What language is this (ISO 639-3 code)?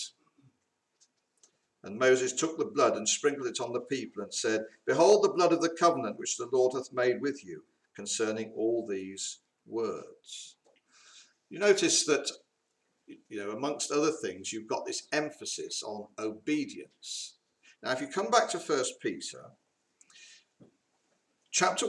eng